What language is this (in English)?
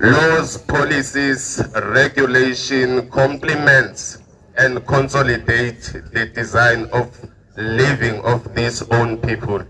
Tswana